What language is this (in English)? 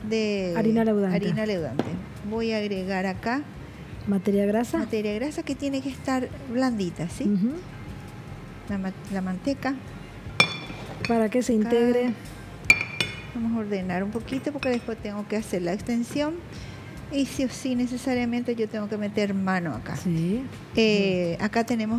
Spanish